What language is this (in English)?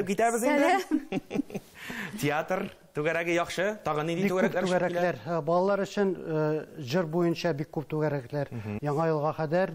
Tatar